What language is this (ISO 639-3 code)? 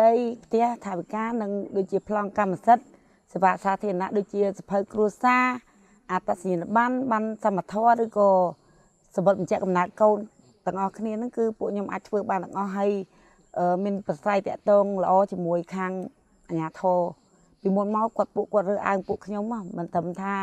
khm